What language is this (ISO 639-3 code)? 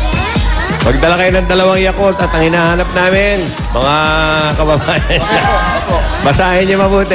fil